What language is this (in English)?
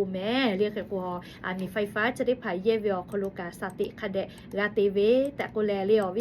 Lahu